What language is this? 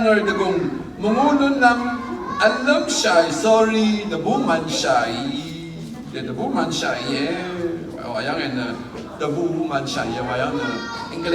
Rawang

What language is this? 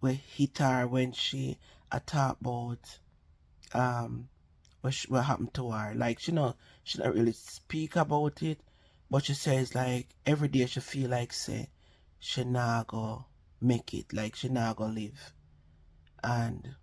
Jamaican Creole English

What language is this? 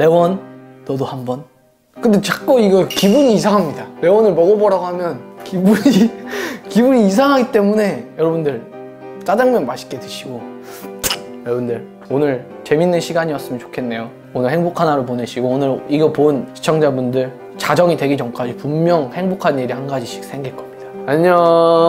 Korean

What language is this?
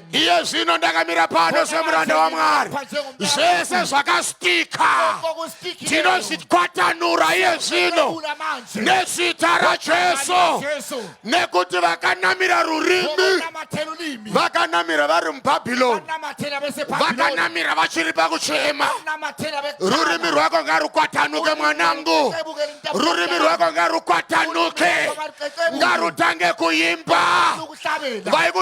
Shona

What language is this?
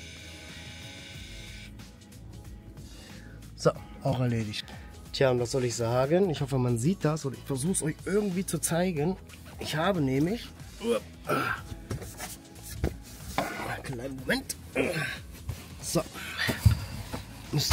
German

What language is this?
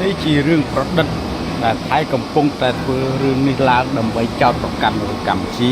Khmer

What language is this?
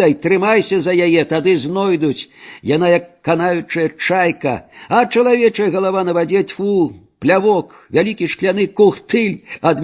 Belarusian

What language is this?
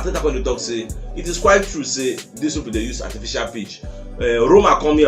Nigerian Pidgin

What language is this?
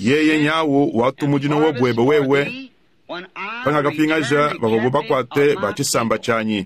Luba-Lulua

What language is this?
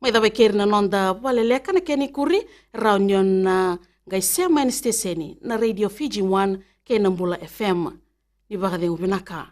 Fijian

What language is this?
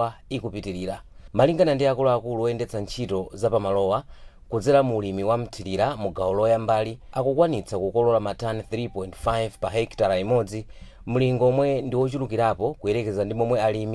Nyanja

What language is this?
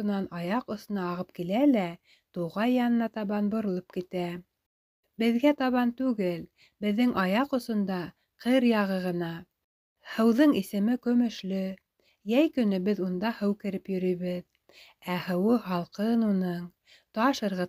Bashkir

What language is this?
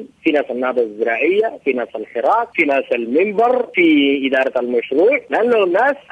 Sudanese Arabic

